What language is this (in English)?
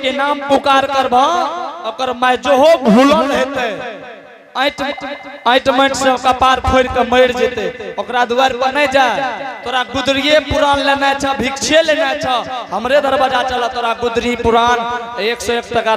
Angika